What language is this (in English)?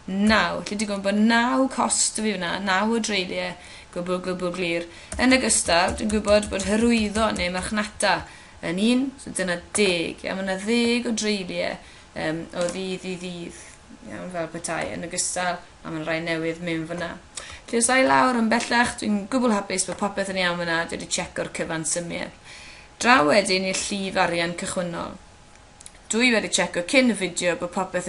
Welsh